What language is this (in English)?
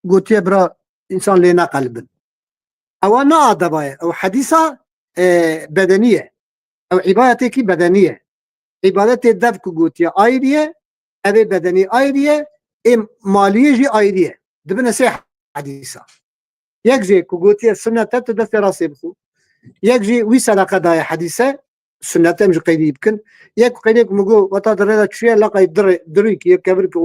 Kurdish